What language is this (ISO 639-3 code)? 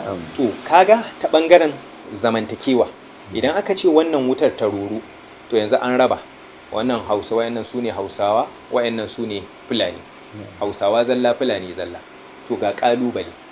hau